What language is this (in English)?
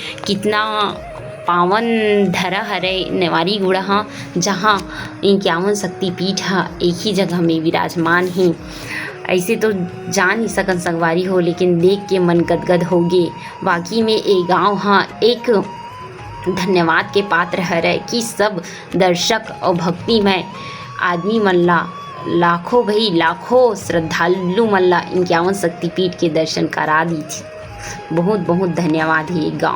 Chhattisgarhi